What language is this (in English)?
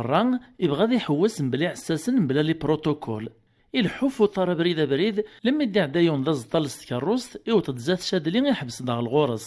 Kabyle